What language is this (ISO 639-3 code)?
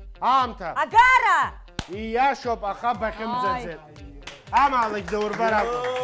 abk